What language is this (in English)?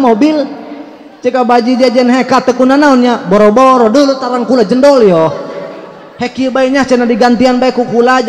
Sundanese